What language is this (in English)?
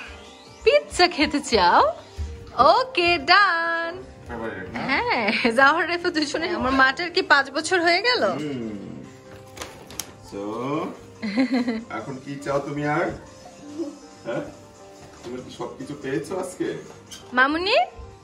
Bangla